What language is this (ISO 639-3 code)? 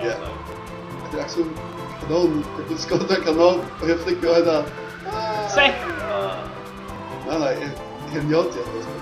fao